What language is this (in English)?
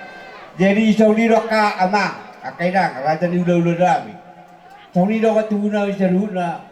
Batak Toba